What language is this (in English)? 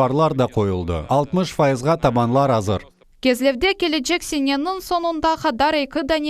Crimean Tatar